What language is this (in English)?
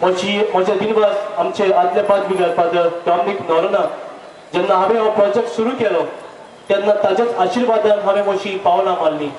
Konkani